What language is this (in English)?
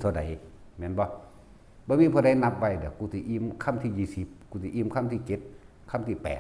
Northeastern Thai